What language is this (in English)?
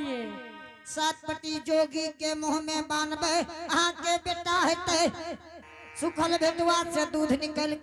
Angika